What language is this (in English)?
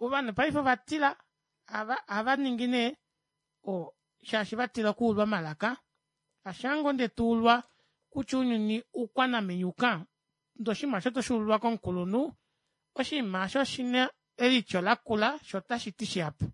Kuanyama